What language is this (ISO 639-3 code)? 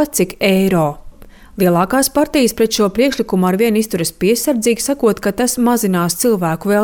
lav